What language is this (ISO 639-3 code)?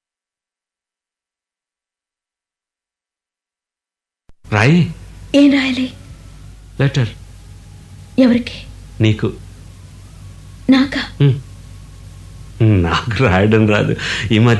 tel